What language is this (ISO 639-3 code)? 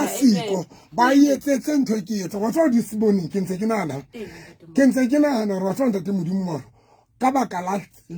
sot